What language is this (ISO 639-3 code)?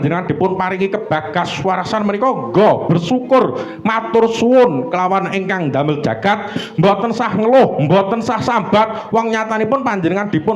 jav